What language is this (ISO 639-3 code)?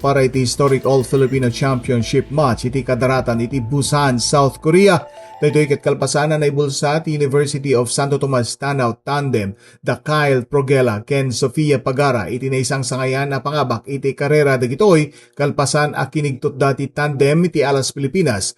ilo